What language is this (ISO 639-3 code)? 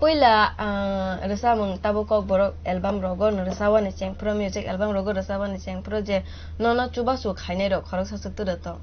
trp